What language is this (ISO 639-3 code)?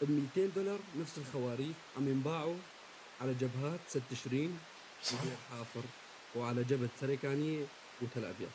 apc